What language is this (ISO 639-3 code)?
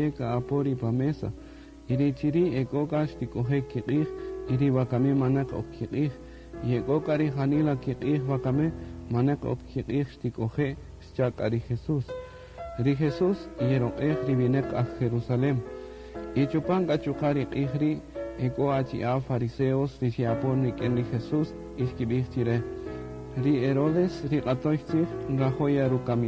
cak